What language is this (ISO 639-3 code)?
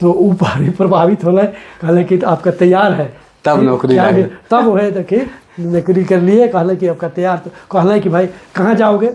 sck